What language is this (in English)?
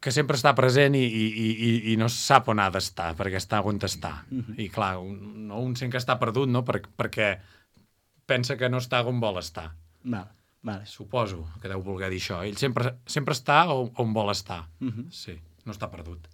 Catalan